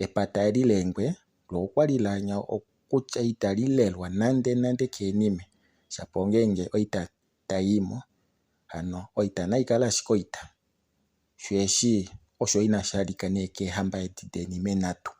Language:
Kuanyama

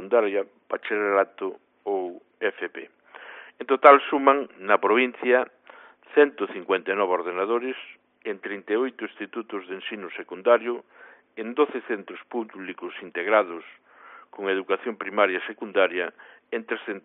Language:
Galician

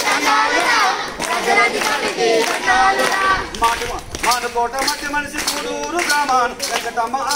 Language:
Telugu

